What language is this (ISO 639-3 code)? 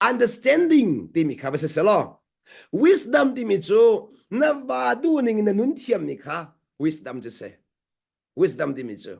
cnh